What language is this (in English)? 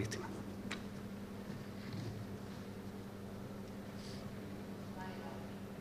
Spanish